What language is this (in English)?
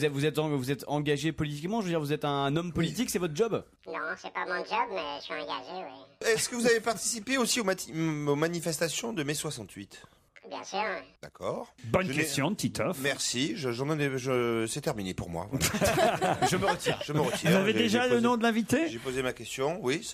French